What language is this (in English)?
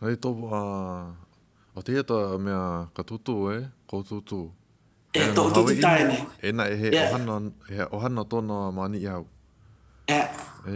Hawaiian